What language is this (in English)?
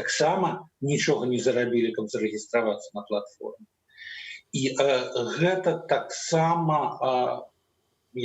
Belarusian